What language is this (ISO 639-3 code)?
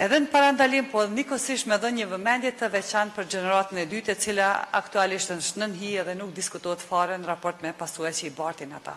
sqi